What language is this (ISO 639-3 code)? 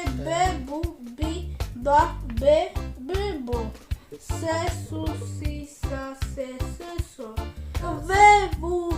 tir